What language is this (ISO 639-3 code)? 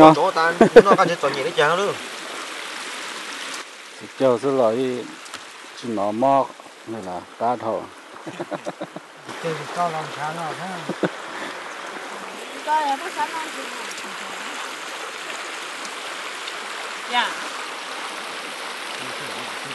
vie